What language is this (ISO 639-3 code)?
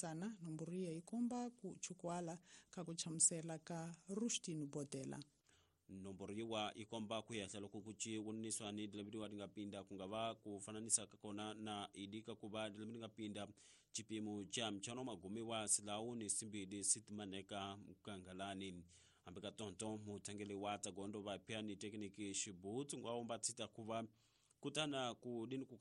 tso